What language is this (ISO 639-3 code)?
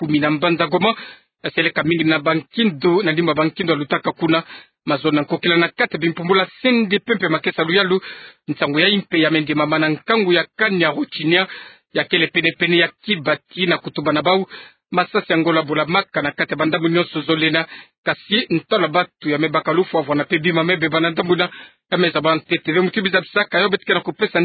ktu